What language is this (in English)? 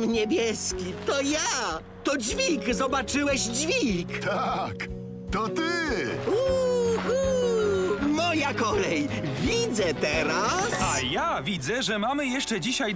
Polish